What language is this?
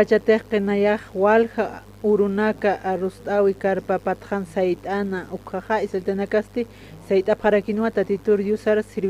Aymara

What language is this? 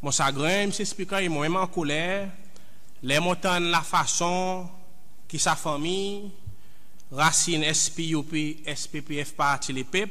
Seselwa Creole French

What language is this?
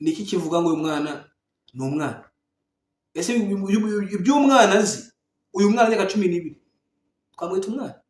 Kinyarwanda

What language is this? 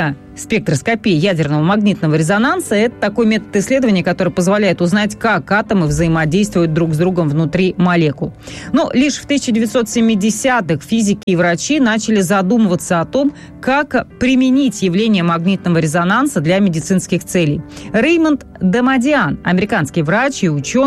Russian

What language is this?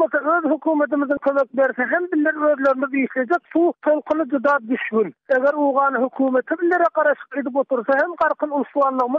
Turkmen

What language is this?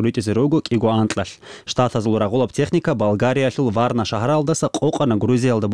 Avaric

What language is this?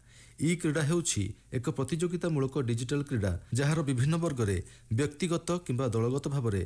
Odia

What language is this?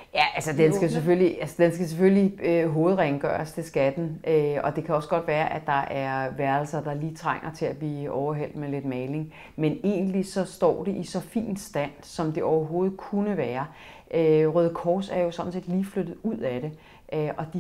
Danish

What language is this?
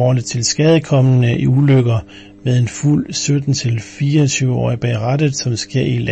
Danish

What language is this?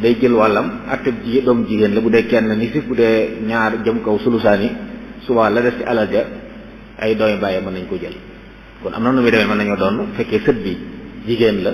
Wolof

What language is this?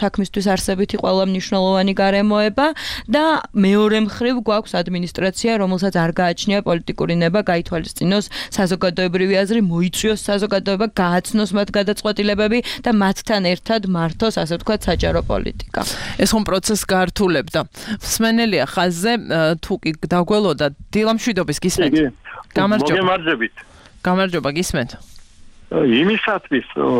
Georgian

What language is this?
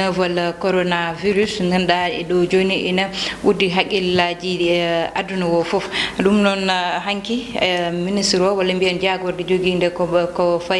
Fula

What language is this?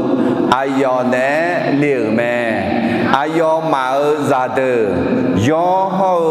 Akha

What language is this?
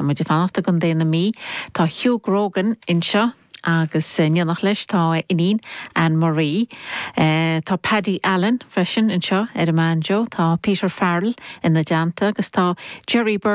Irish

